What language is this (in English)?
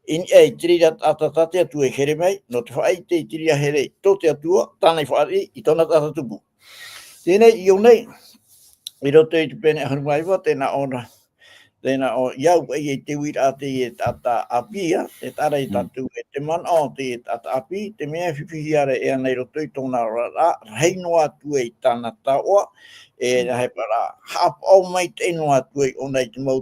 Tahitian